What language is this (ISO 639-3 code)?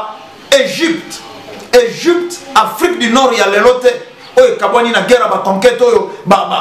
lin